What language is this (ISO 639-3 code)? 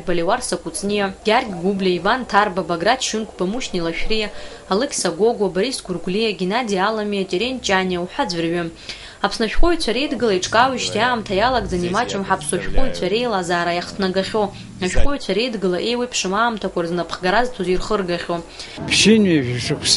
abk